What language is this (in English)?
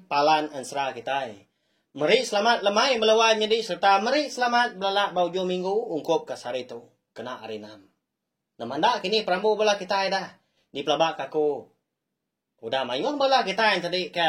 Iban